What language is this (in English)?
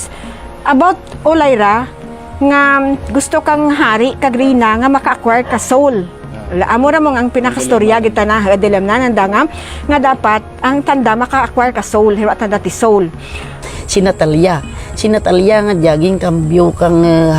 Kinaray-a